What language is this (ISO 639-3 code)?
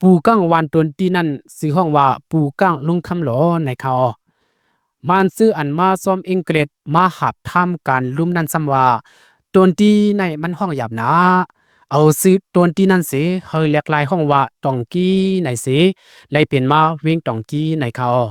shn